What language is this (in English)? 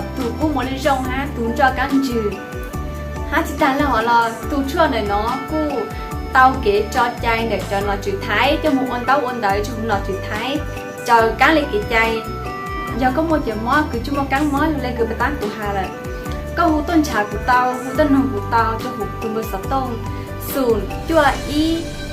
Hmong